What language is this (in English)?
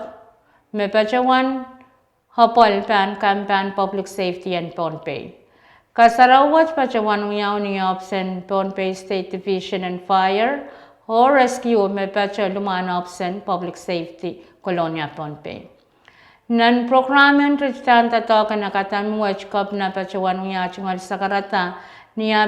Pohnpeian